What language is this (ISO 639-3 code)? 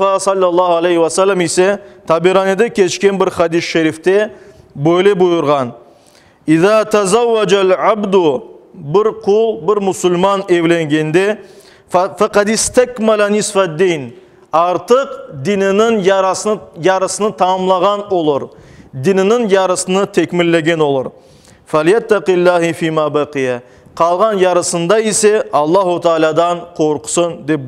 crh